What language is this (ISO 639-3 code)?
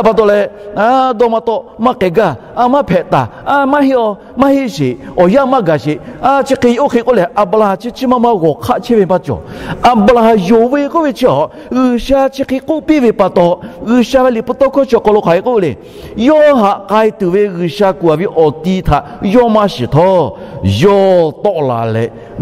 lhu